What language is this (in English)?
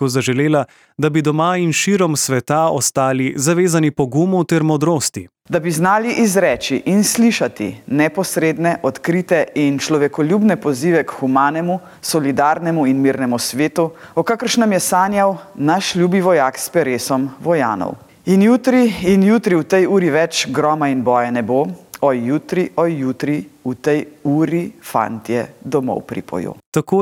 Slovenian